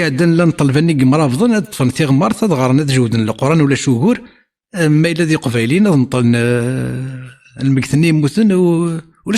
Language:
Kabyle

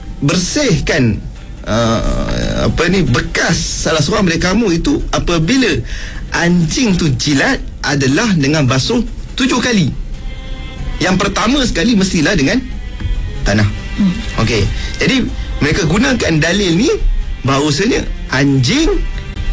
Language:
Malay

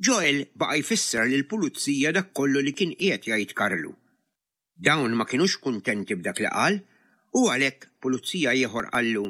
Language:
Maltese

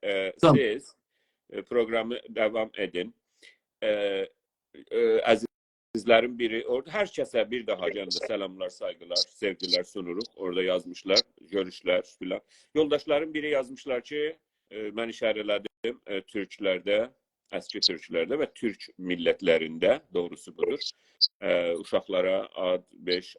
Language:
South Azerbaijani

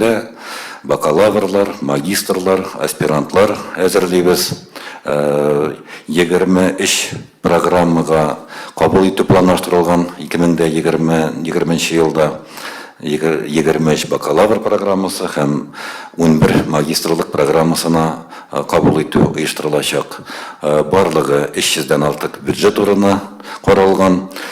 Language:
Tatar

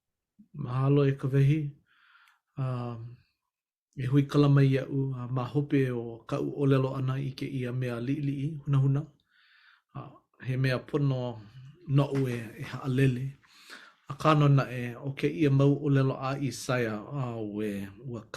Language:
Hawaiian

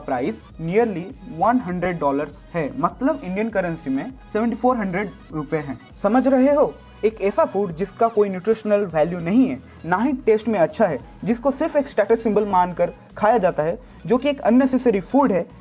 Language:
Hindi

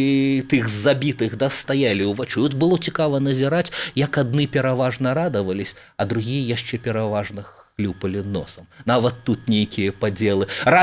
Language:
Belarusian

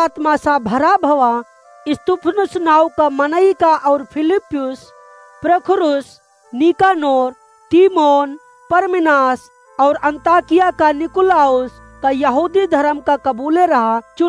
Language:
Awadhi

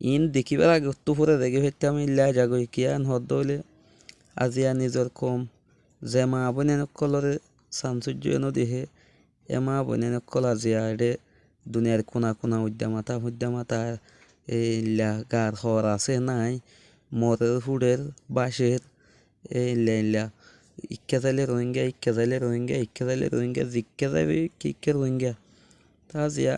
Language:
Rohingya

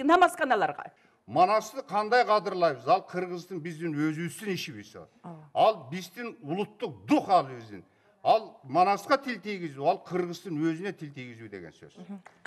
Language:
Kyrgyz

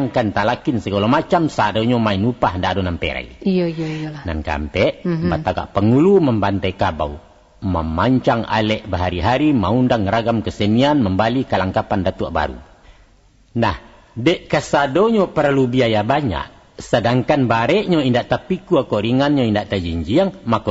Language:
Minangkabau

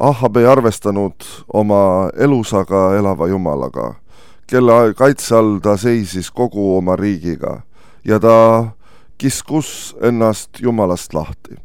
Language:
Estonian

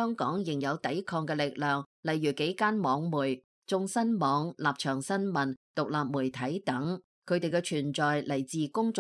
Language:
Cantonese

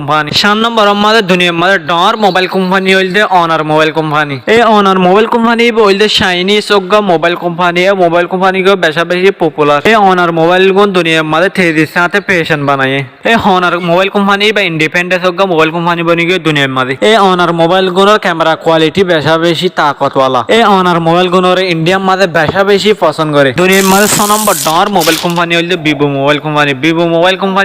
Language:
Rohingya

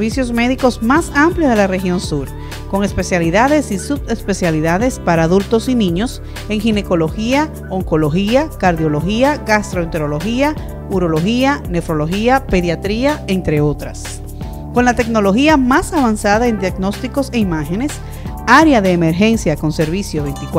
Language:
Spanish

